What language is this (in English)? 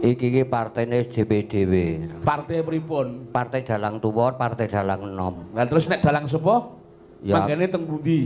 Javanese